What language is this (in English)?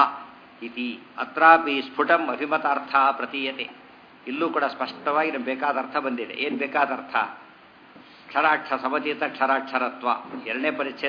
Kannada